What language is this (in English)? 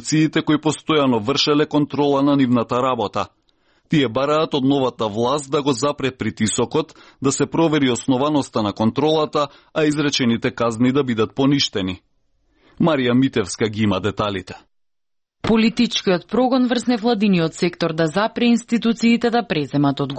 Macedonian